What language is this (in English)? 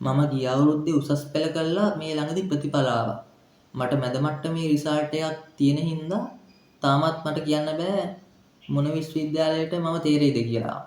Sinhala